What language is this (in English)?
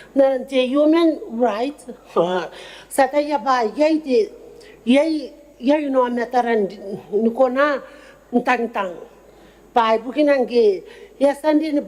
Gilbertese